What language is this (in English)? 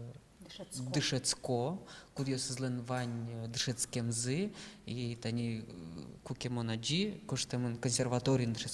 Udmurt